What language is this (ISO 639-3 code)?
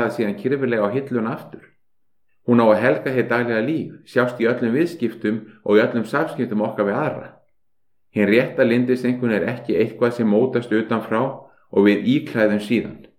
isl